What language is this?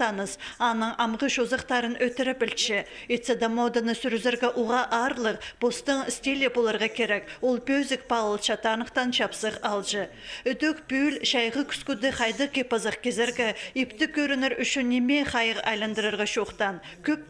Khakas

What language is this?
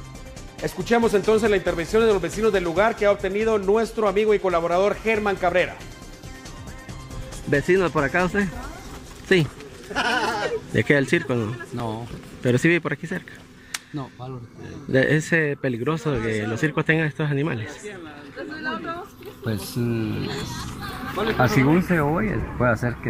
Spanish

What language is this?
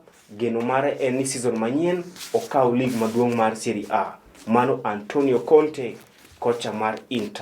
Luo (Kenya and Tanzania)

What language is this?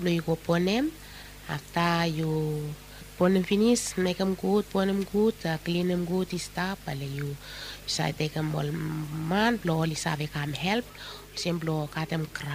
Bislama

